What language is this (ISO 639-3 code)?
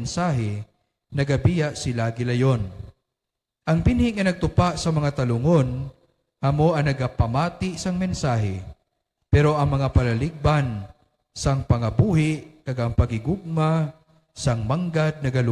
hil